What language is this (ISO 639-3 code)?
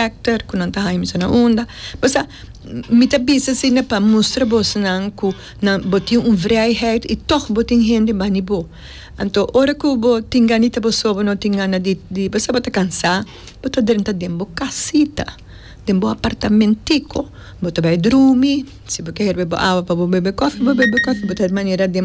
pap